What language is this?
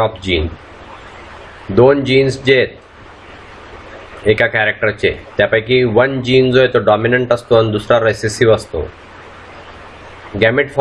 Marathi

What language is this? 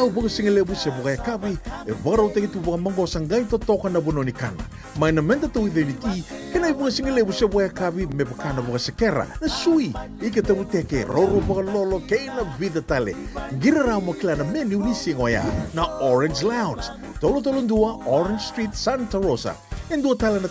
Fijian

